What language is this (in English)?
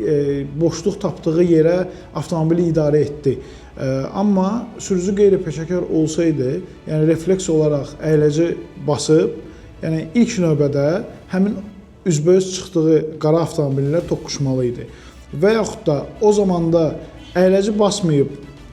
Azerbaijani